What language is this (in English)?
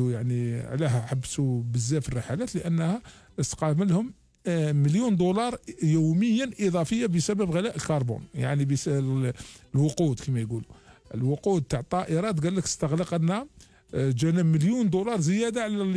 Algerian Arabic